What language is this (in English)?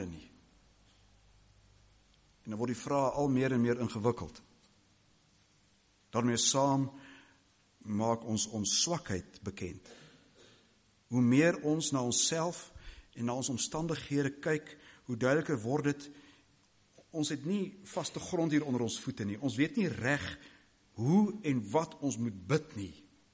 Afrikaans